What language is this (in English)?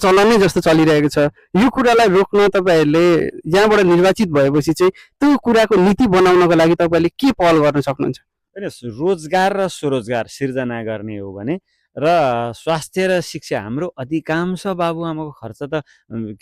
Nepali